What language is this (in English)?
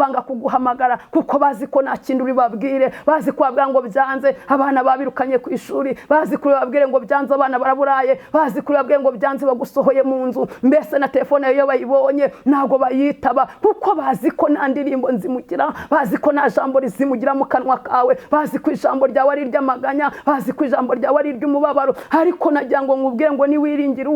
Kinyarwanda